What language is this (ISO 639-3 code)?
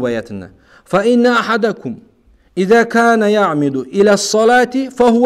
kum